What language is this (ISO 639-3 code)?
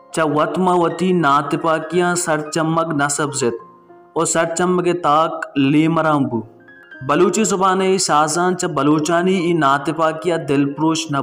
bal